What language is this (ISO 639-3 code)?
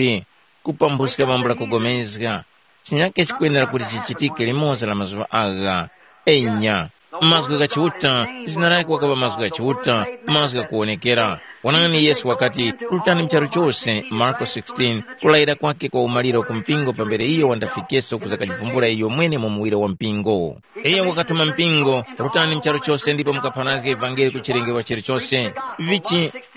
tum